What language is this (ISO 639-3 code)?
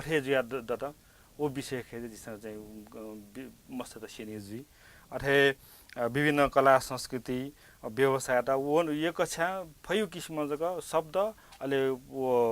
new